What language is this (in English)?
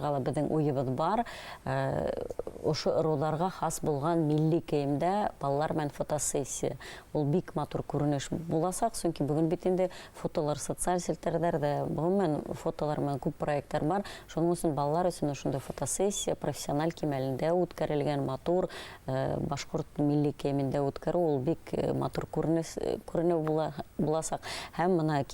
Bashkir